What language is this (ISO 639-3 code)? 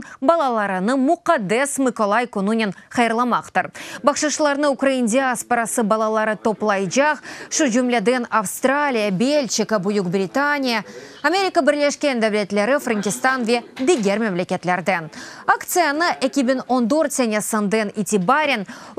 crh